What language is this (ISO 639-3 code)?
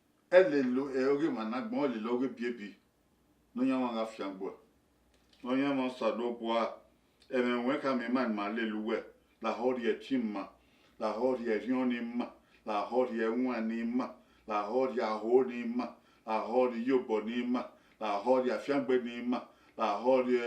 bin